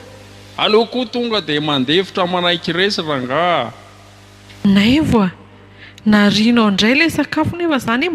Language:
Malagasy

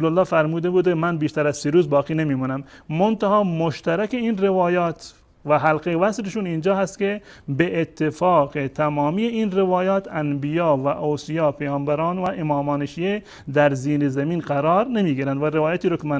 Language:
Persian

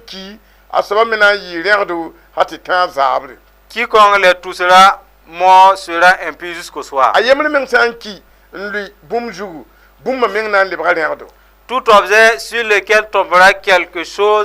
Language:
Mossi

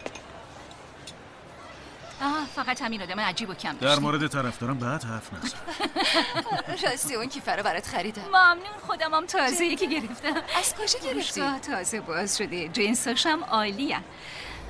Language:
Persian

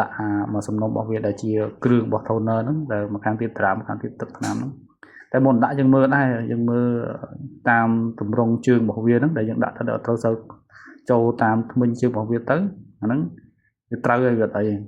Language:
Khmer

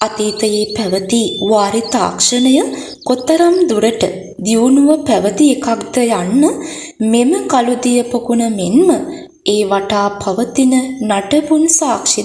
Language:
Sinhala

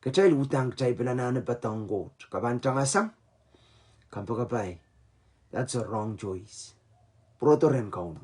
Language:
Pohnpeian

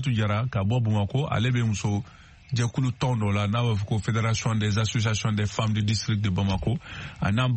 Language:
Bambara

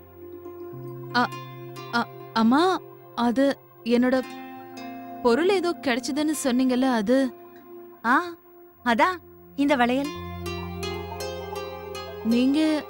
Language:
Tamil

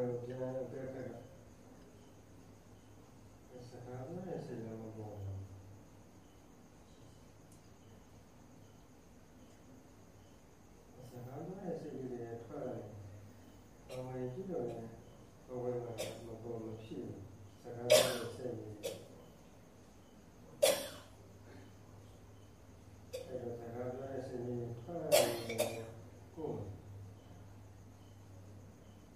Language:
Burmese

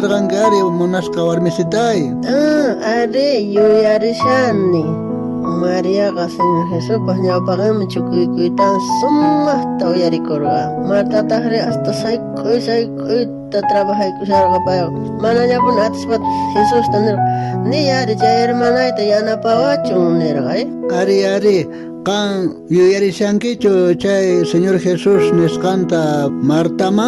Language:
South Bolivian Quechua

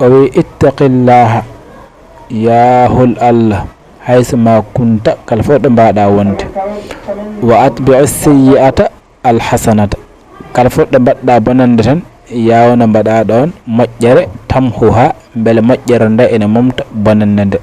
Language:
Fula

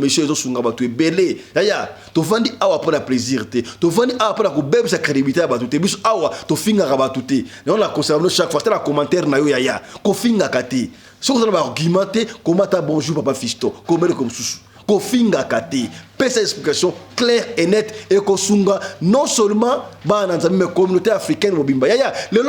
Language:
Lingala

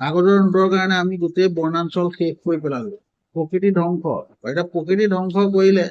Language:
Assamese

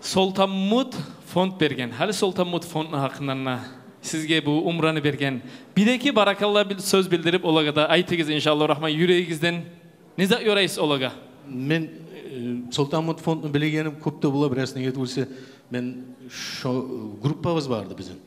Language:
Kumyk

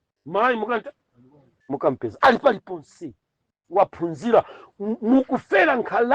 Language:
Nyanja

